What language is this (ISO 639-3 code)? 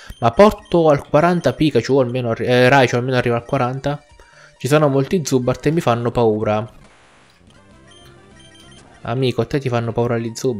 ita